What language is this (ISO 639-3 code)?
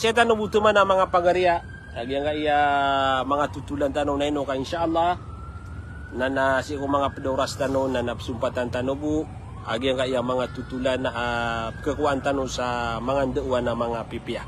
mrw